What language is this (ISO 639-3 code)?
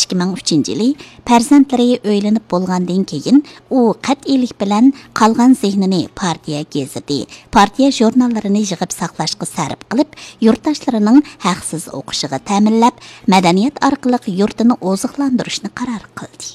uig